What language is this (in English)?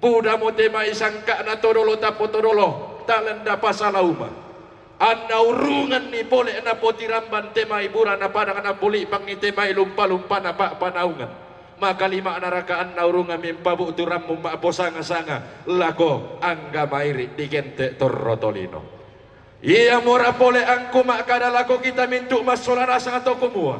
Toraja-Sa'dan